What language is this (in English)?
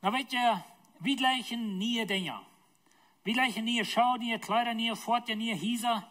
Plautdietsch